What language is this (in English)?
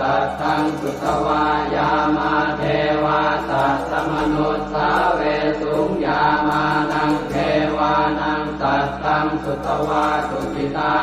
Pali